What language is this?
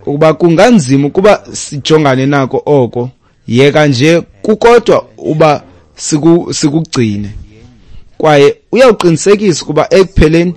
Xhosa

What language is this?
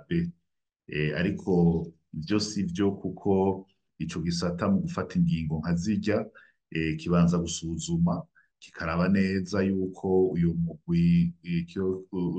Rundi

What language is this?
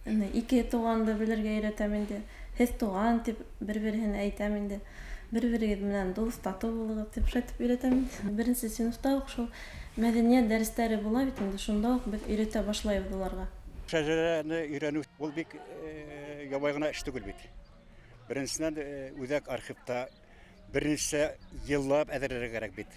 Bashkir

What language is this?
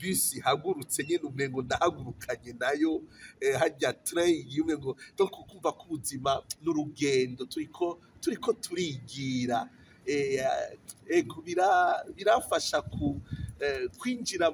Rundi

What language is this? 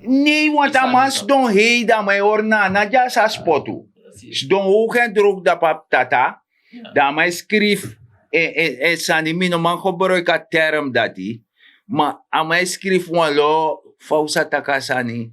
Sranan Tongo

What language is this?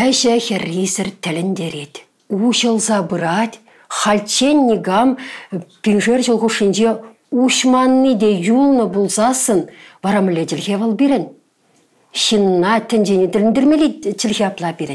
Chuvash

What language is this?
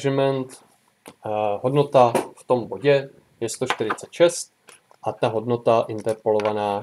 Czech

